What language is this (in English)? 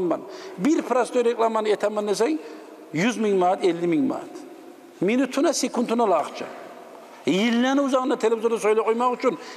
Kumyk